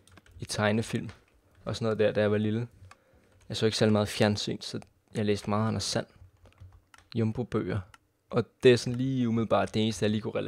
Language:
Danish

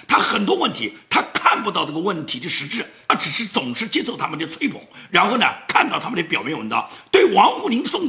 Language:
Chinese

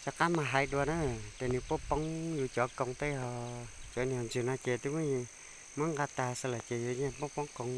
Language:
Hmong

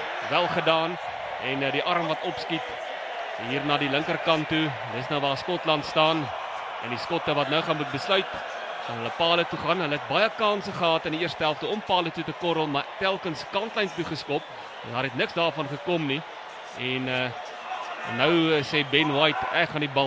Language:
Afrikaans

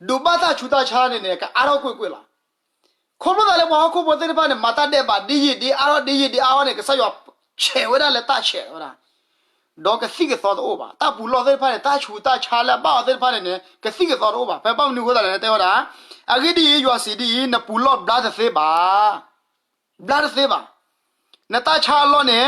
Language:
S'gaw Karen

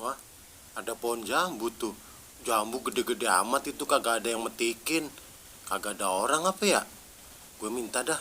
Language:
Betawi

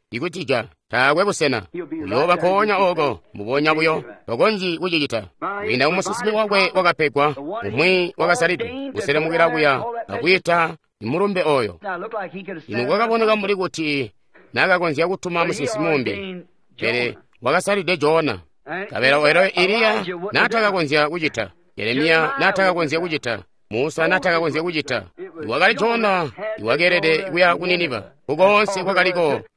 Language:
Tonga (Zambia)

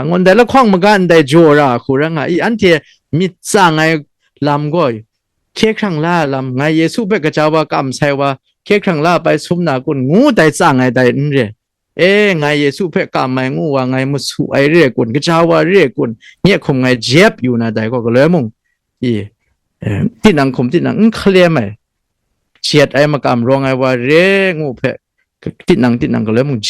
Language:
Kachin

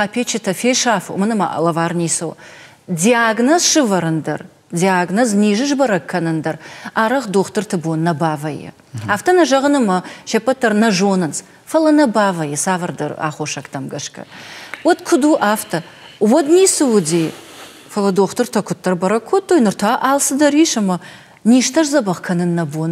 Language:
Ossetic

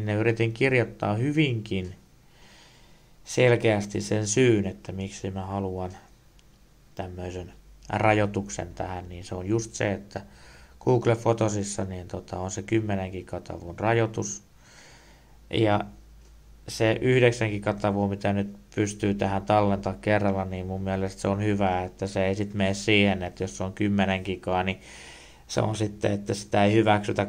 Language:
Finnish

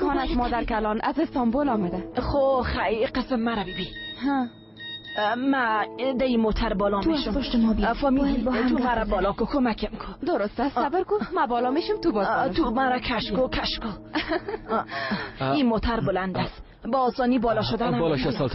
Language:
Persian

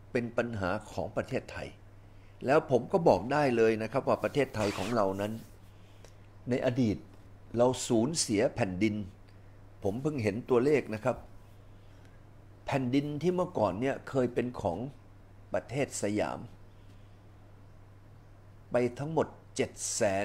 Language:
Thai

